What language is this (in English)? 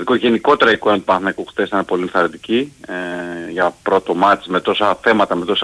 Greek